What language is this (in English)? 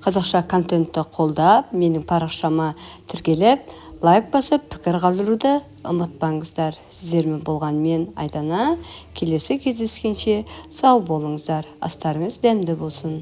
Kazakh